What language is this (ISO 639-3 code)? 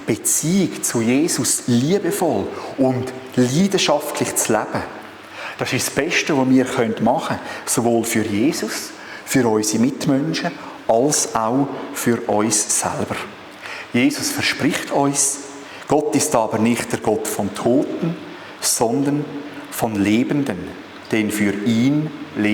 gsw